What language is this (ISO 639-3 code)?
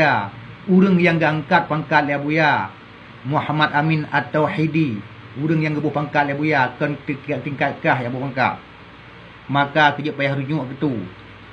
ace